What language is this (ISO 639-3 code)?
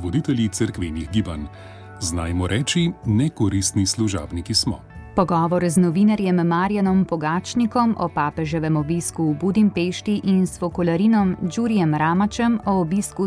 slv